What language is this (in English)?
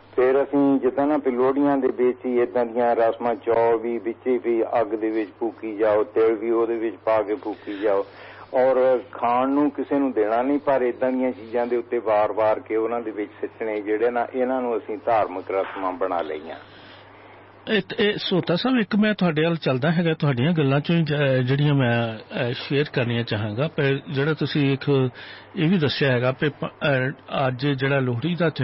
Punjabi